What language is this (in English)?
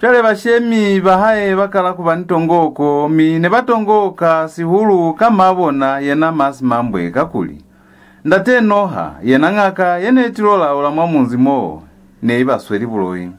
Lozi